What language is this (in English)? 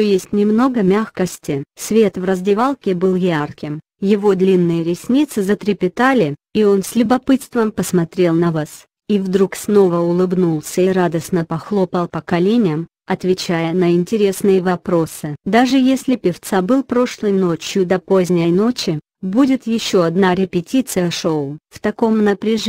Russian